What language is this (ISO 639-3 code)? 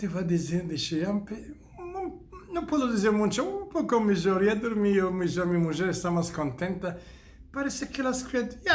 lad